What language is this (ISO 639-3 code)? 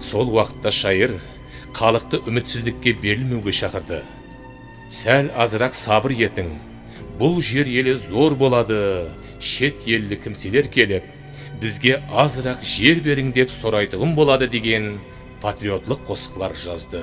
kaa